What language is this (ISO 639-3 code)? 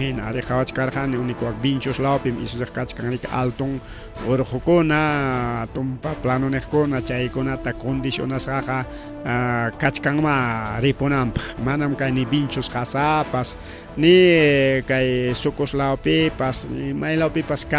quy